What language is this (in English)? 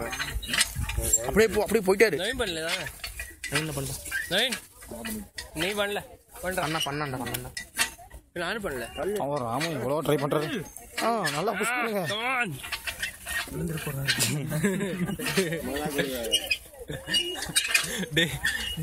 Tamil